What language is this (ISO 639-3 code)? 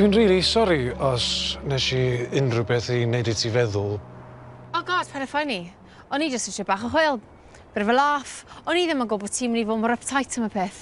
cym